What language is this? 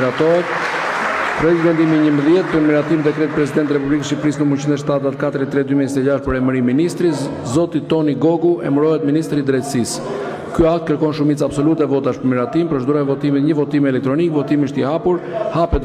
Albanian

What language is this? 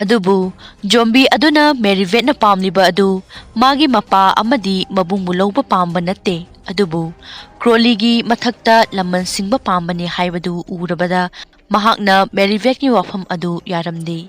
Manipuri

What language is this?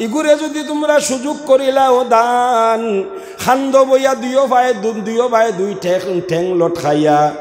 Sylheti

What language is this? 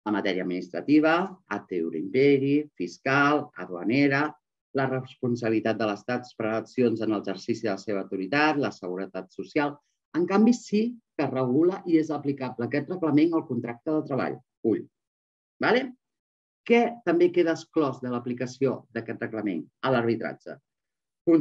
Catalan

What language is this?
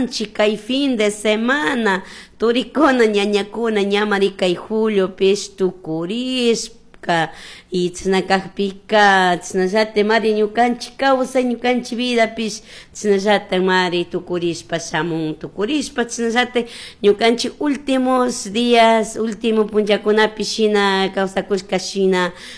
Chimborazo Highland Quichua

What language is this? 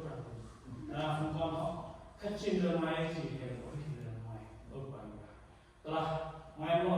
Central Mnong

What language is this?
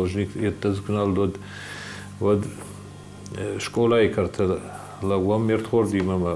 Ossetic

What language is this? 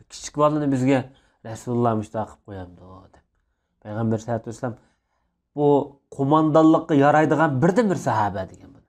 Uyghur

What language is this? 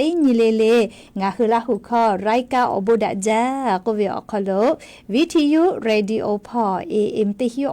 Lahu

